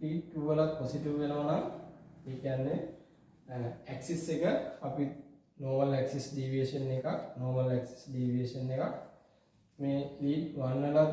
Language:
Sinhala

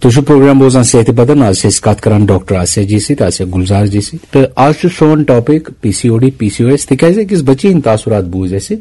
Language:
Kashmiri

